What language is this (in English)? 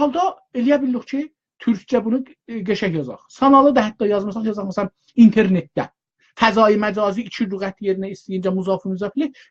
South Azerbaijani